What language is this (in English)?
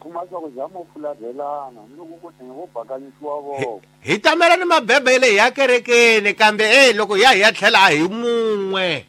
Tsonga